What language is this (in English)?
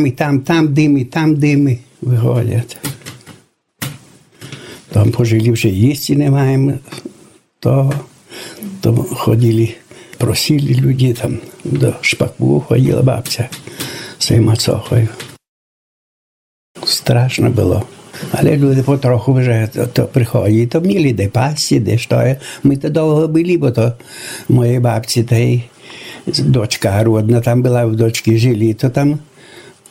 Ukrainian